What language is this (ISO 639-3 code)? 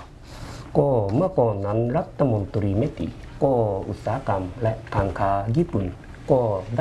tha